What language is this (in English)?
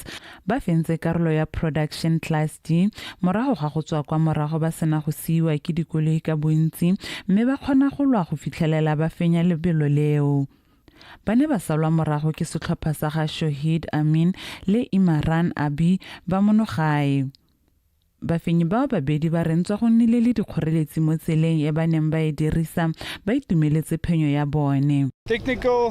Tswana